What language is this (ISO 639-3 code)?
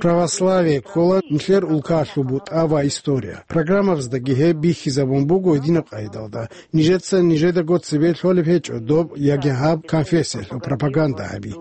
ava